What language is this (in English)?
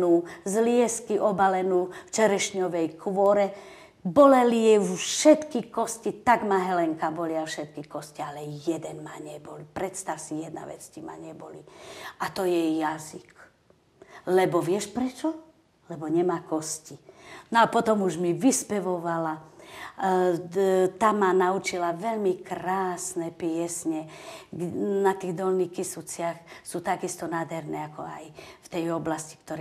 Slovak